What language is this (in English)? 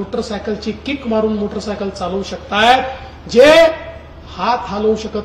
Marathi